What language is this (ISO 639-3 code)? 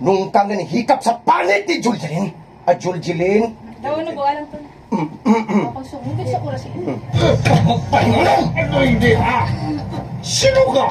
hil